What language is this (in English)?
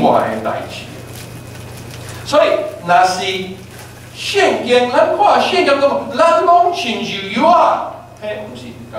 Min Nan Chinese